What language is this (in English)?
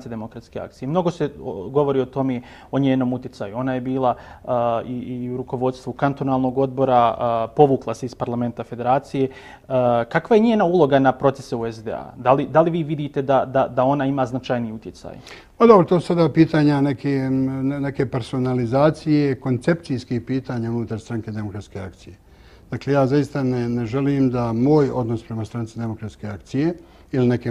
Bosnian